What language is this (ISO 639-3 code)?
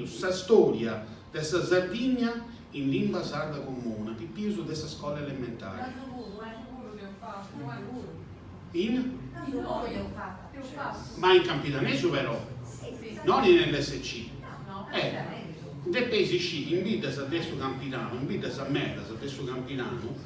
srd